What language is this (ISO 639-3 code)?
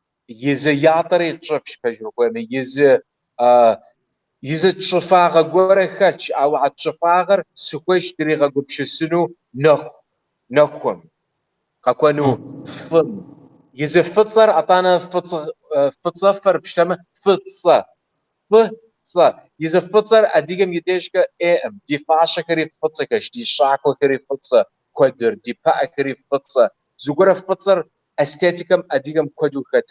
kbd